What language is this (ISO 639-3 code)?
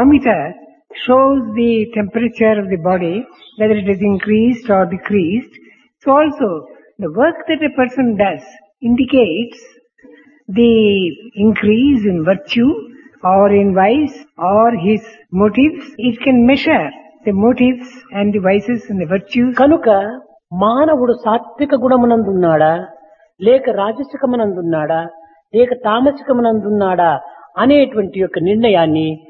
tel